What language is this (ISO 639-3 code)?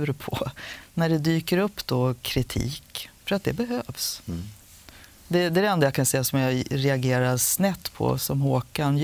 swe